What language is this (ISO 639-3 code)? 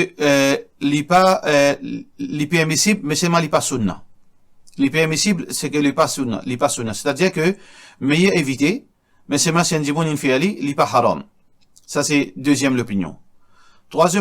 mfe